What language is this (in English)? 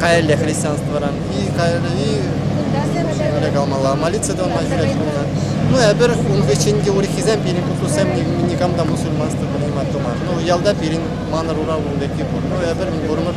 Chuvash